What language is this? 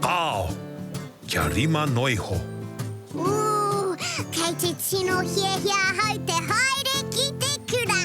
Māori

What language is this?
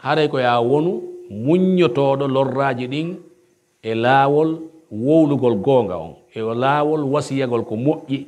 Pular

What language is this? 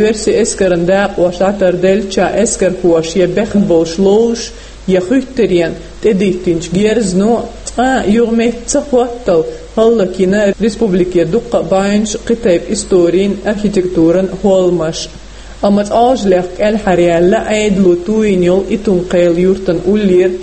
Chechen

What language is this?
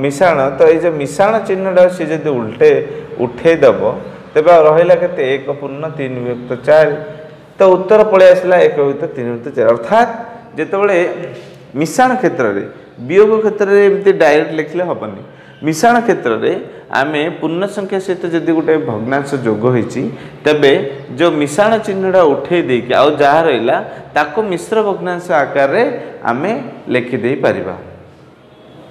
Odia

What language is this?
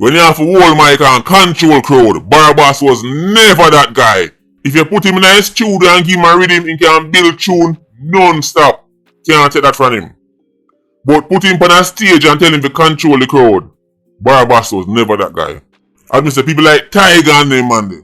Jamaican Creole English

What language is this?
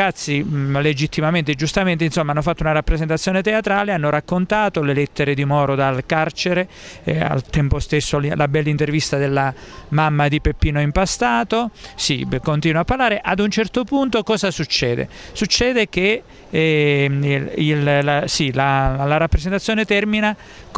Italian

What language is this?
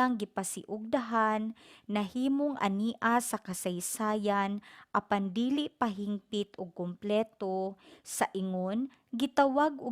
Cebuano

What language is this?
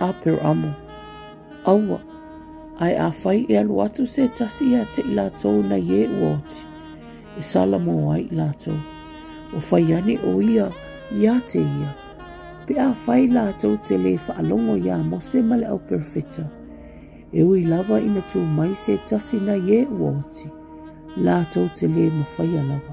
Samoan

